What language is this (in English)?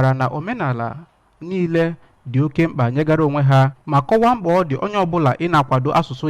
Igbo